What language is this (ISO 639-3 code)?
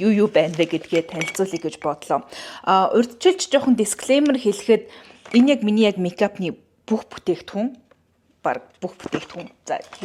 mon